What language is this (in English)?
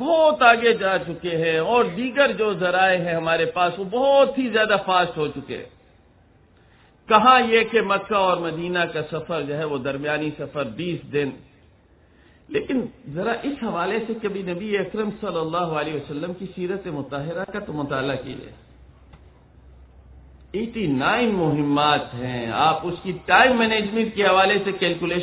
Urdu